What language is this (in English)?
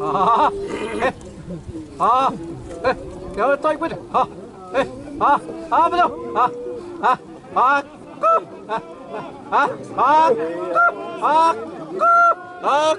Xavánte